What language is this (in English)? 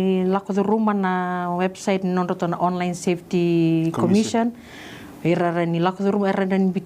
Fijian